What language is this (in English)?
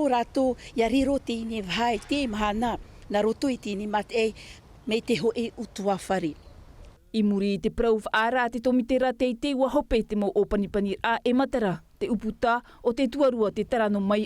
Tahitian